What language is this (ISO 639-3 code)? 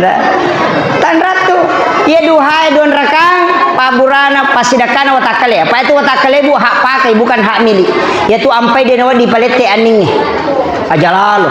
bug